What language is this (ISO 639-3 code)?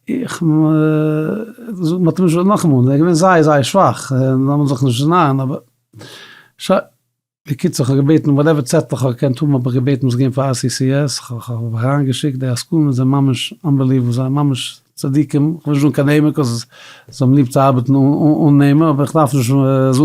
yid